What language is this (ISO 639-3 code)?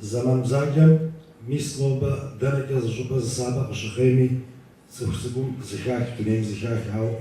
kbd